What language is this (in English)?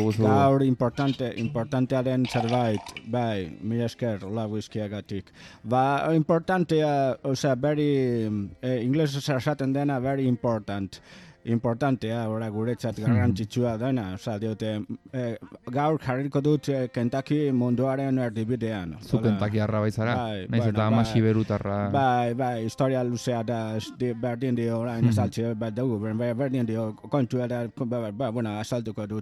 Basque